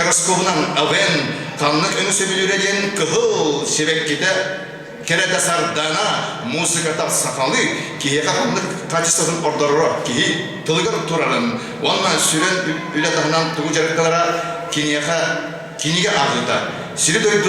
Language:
Yakut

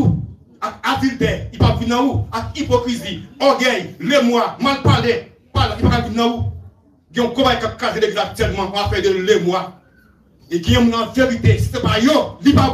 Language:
Haitian Creole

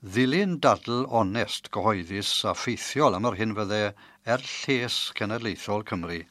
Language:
Welsh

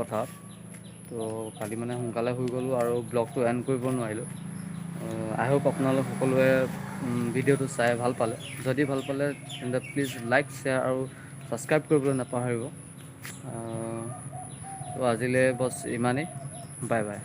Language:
Assamese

